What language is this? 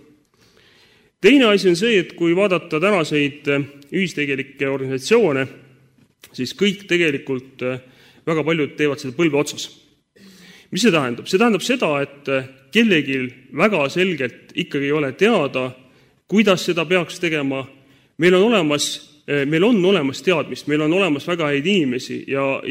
Estonian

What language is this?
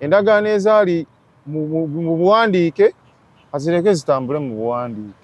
Ganda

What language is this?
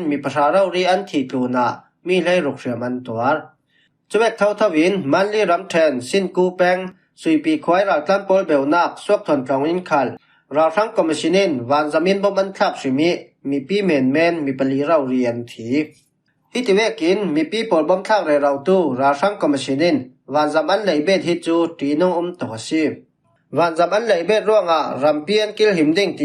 Falam Chin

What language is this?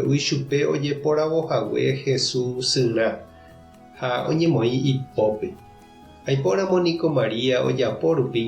Guarani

